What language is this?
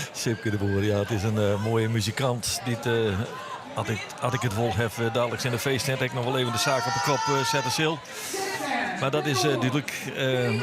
Western Frisian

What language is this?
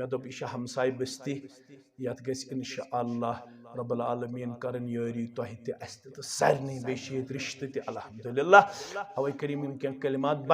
Kashmiri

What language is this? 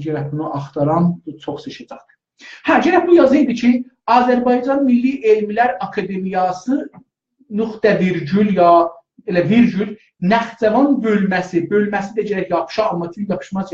South Azerbaijani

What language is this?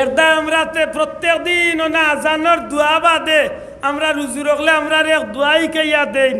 Sylheti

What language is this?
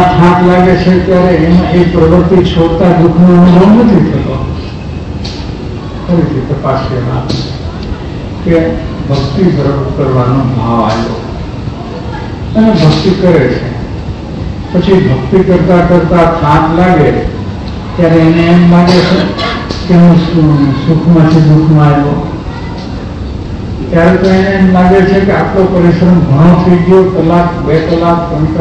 Gujarati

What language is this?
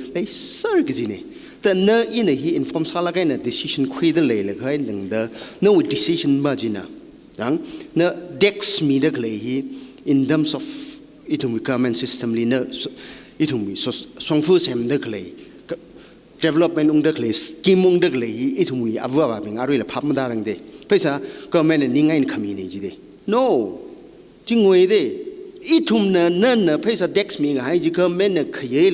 Tangkhul Naga (India)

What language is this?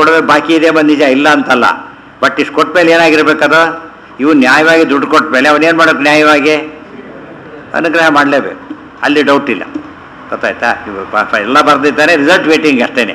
Kannada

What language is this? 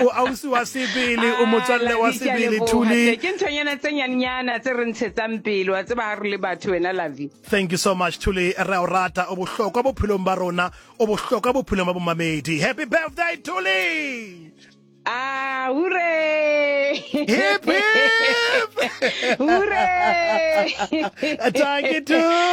Southern Sotho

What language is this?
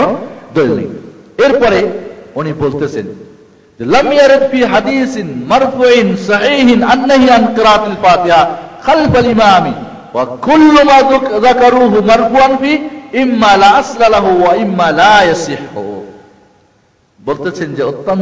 Bangla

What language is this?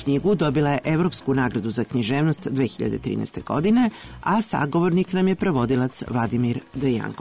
Serbian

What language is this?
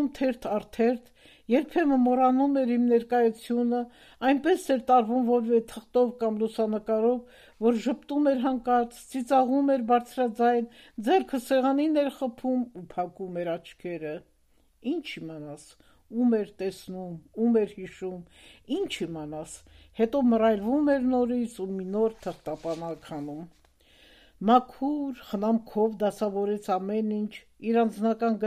Armenian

